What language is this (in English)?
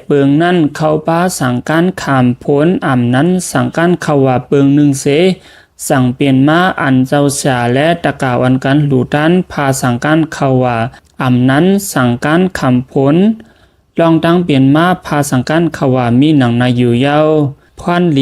Shan